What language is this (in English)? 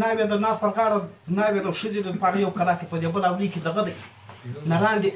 Pashto